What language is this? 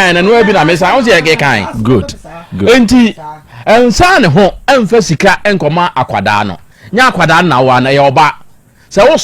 Akan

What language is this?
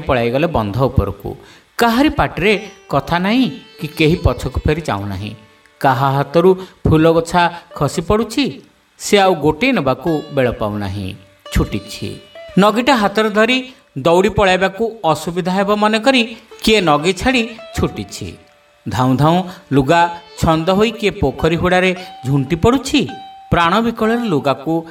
Odia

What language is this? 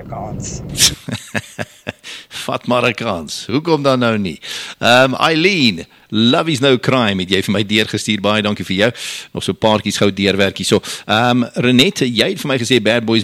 Afrikaans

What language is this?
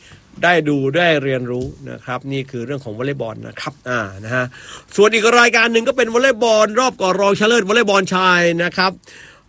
Thai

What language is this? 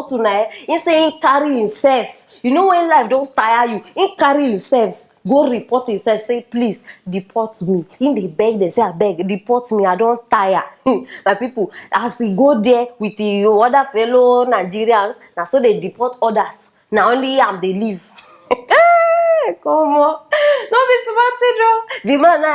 Nigerian Pidgin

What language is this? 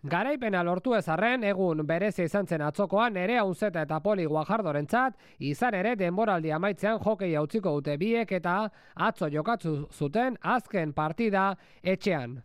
Basque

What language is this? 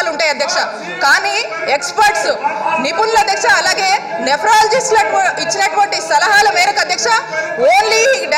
Telugu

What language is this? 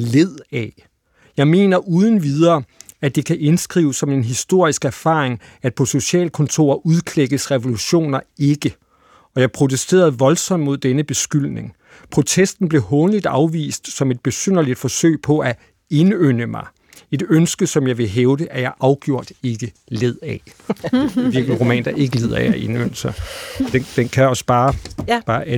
Danish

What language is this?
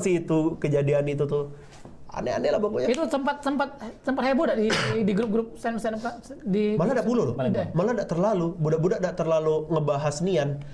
Musi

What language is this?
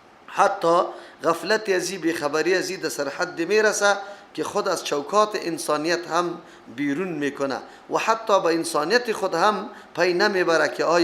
Persian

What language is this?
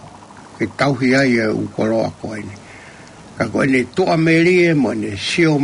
Tongan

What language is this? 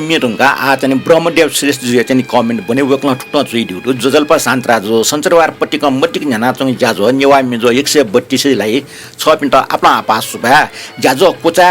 Newari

